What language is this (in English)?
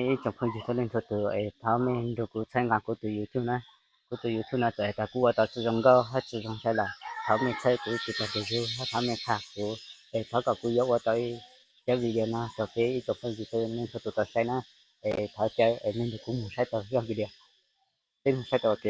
Hmong